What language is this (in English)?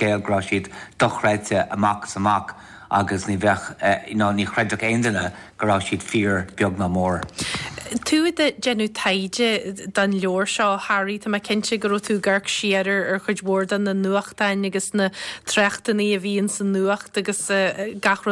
Irish